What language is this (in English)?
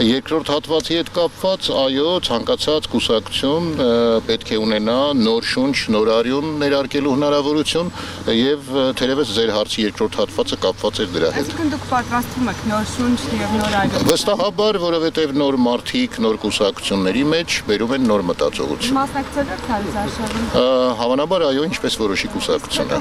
Armenian